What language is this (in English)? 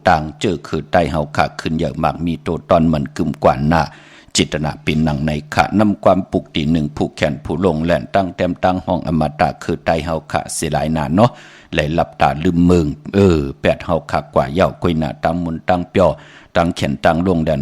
Shan